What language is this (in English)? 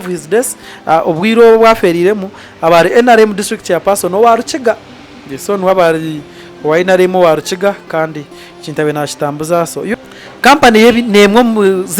Nyankole